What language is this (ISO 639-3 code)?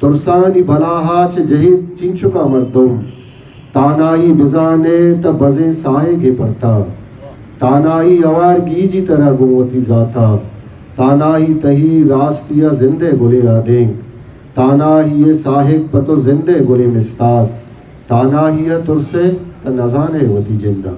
bgp